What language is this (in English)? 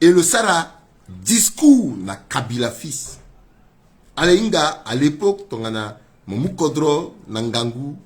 Sango